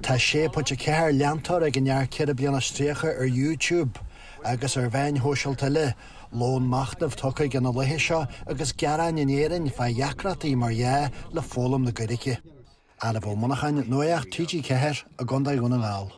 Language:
Irish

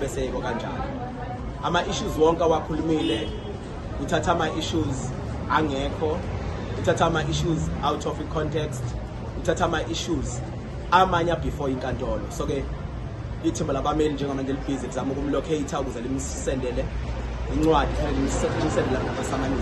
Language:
Zulu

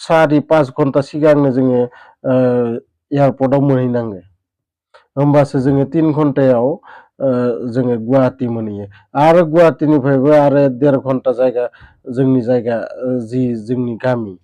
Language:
Bodo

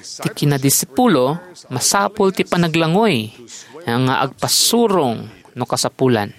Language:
Iloko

